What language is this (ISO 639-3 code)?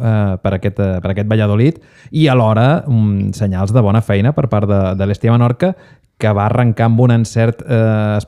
cat